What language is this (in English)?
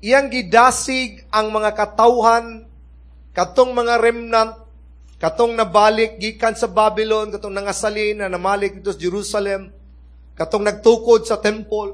Cebuano